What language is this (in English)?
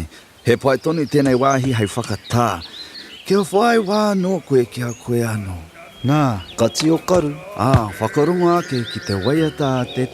Māori